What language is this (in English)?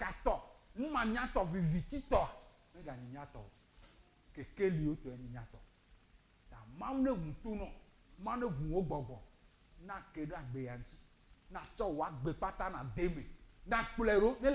Ewe